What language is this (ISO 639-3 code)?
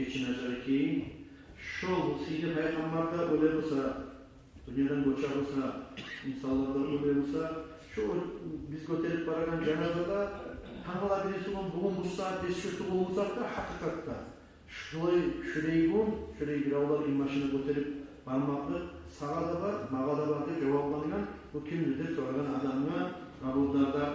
kum